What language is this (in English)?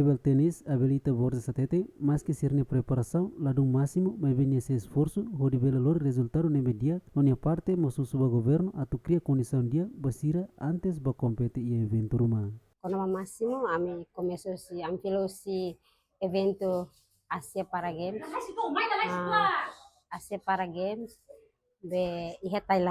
Tetum